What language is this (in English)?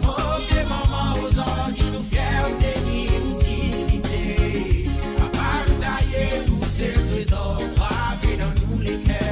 Morisyen